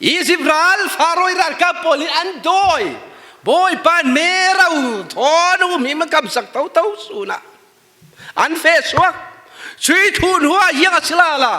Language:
Falam Chin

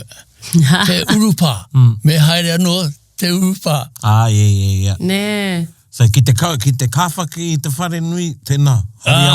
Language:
Māori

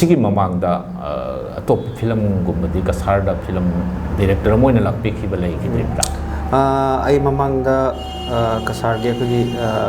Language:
Manipuri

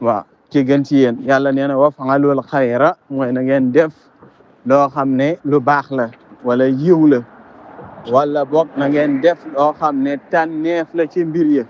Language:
Wolof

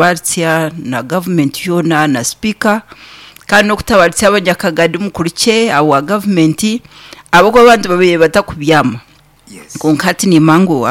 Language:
Nyankole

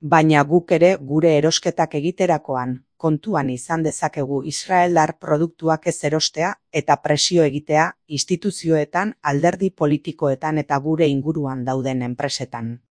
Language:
Basque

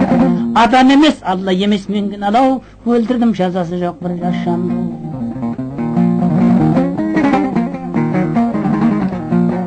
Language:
Kazakh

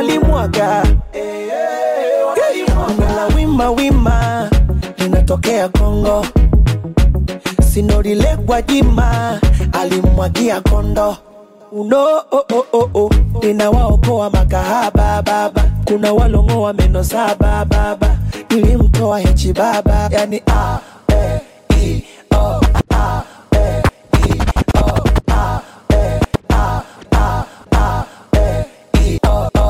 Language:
Swahili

